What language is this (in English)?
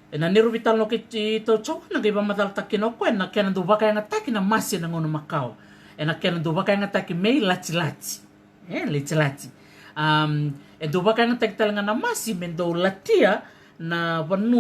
Fijian